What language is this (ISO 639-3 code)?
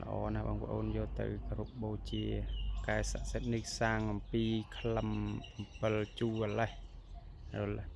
khm